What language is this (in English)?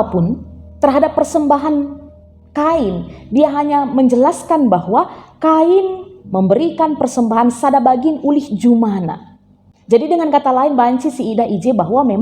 Batak Karo